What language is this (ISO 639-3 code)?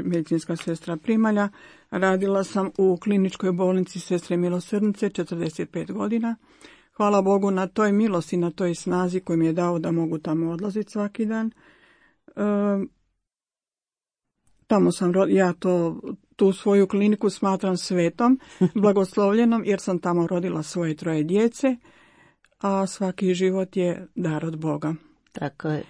hrv